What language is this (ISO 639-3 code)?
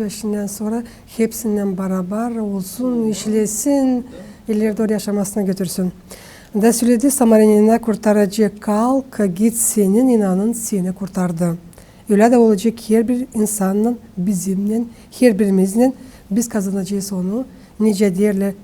gag